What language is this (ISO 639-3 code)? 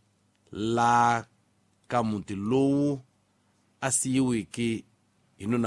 tso